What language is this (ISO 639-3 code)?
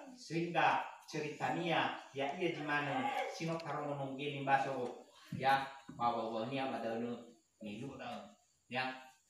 nia